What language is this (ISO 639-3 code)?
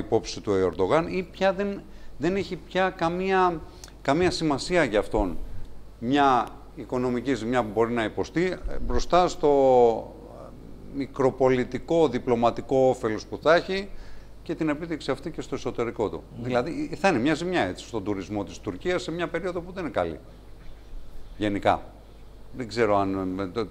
ell